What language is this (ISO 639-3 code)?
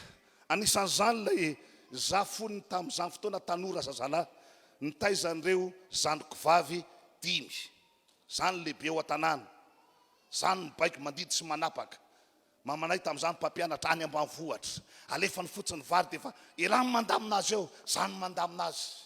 mlg